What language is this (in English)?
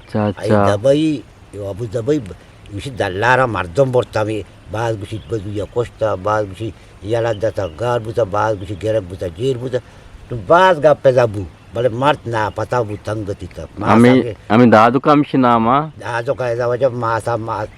Eastern Balochi